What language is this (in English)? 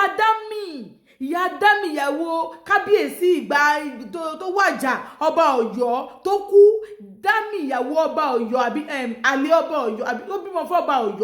Yoruba